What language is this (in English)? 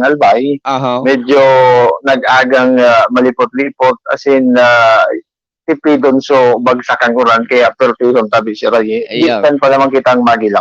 Bikol